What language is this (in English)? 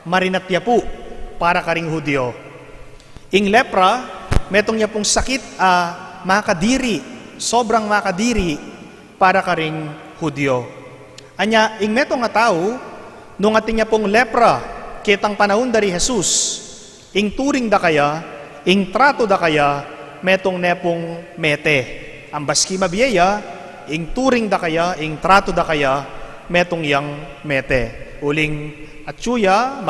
Pampanga